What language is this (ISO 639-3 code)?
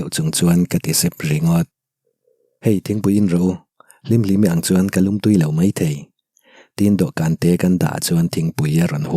lus